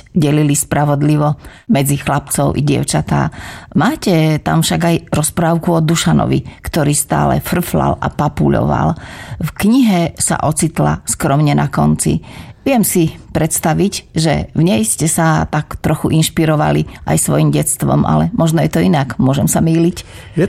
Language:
Slovak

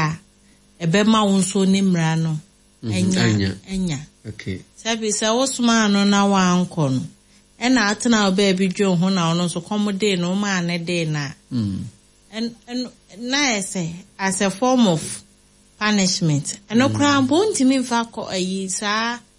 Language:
Akan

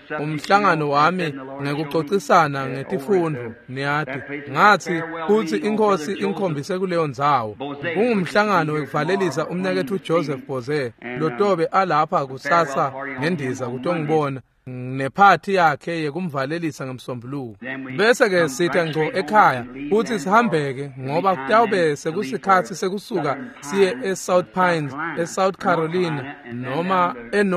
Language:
Swati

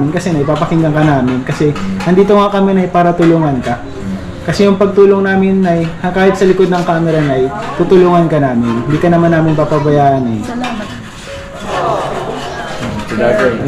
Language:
Filipino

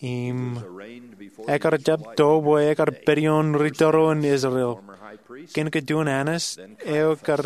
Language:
Marshallese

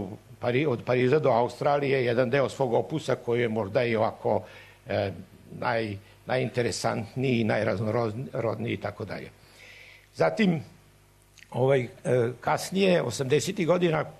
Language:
Serbian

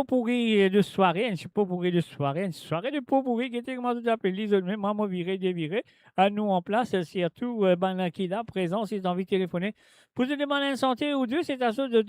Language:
Morisyen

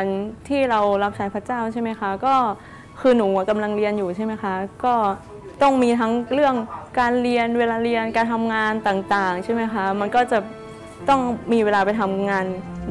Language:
Thai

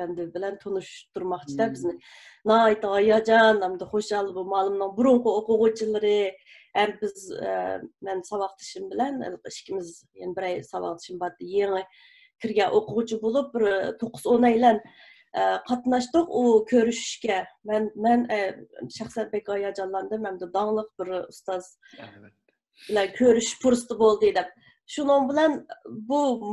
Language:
Uyghur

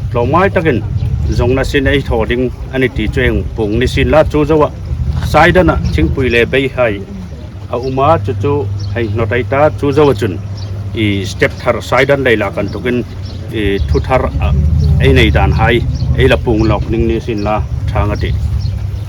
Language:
Hmar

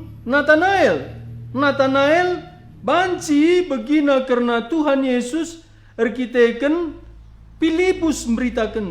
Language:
Batak Karo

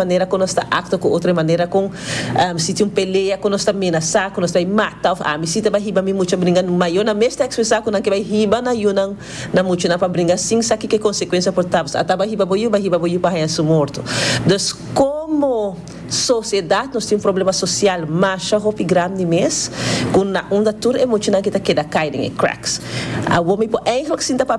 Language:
Papiamento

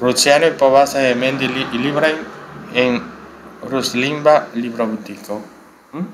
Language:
Esperanto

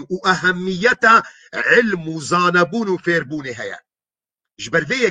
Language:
Kurdish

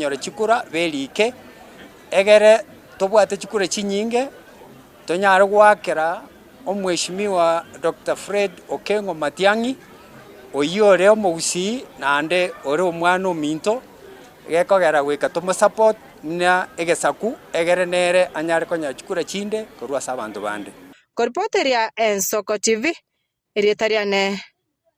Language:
Gusii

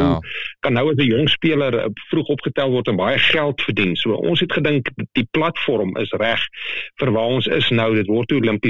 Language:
Afrikaans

